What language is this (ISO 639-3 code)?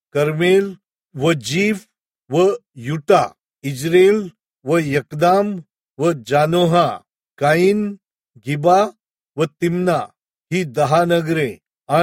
mar